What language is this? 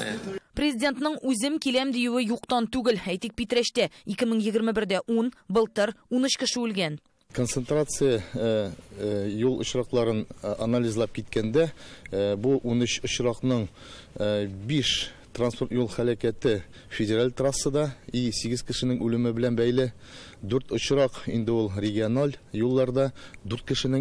Tatar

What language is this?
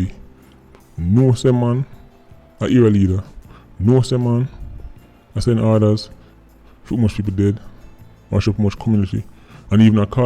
Jamaican Creole English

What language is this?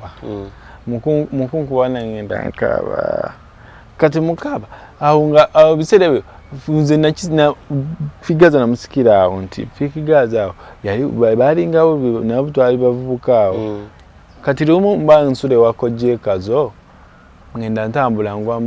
Ganda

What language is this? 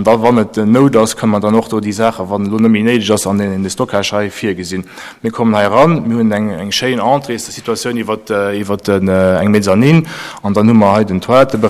Luxembourgish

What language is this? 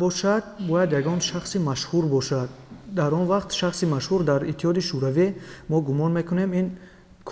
Tajik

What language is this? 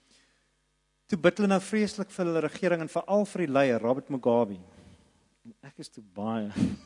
Afrikaans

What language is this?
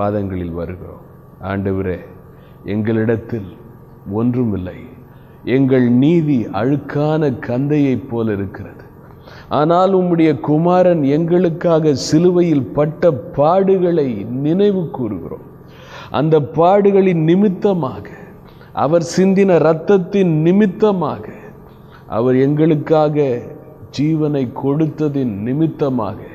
Tamil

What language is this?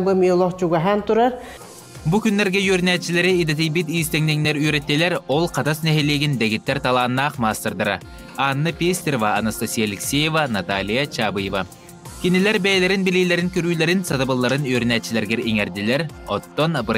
Yakut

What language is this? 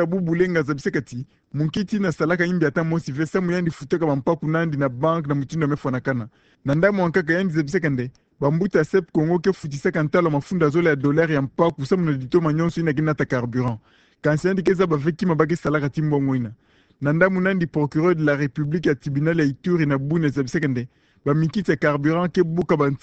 Kituba (Democratic Republic of Congo)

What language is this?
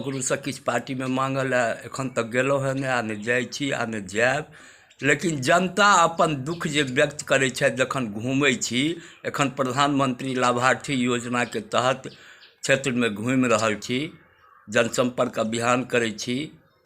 Maithili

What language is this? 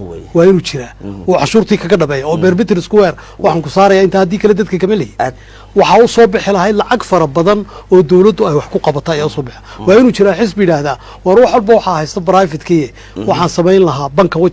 Somali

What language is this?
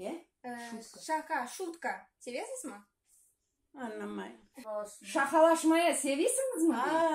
Crimean Tatar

